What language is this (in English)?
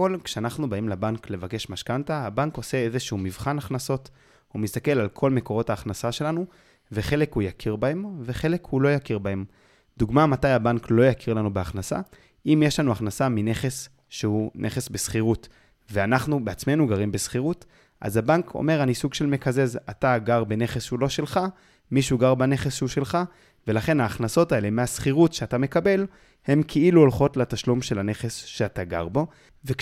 Hebrew